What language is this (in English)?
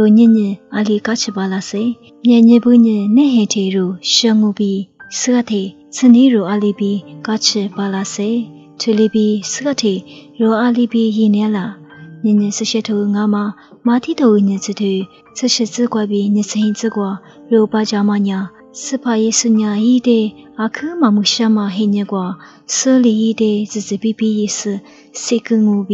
Lisu